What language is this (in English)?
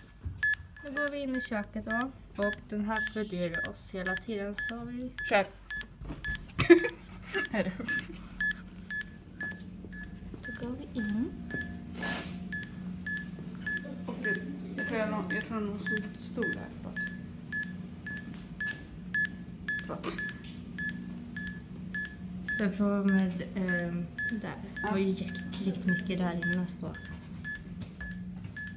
Swedish